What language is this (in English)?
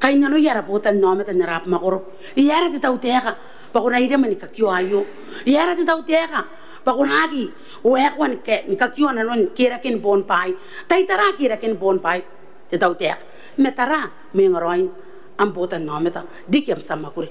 Gilbertese